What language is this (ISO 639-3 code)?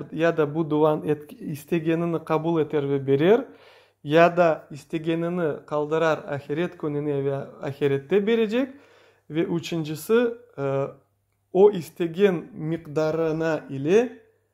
crh